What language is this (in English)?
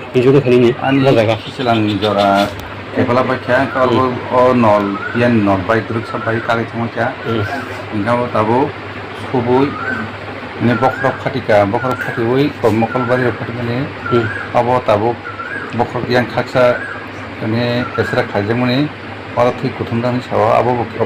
Kok Borok